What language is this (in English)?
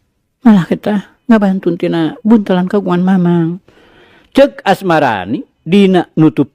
Sundanese